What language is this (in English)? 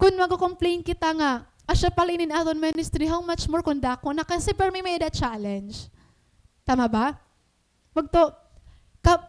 Waray